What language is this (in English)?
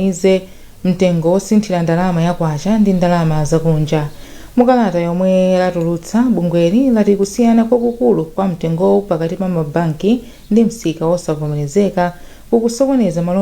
Nyanja